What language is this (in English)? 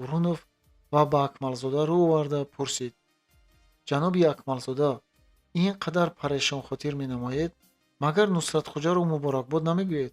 Tajik